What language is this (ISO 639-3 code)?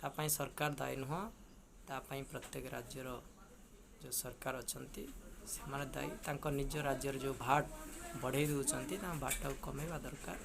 ori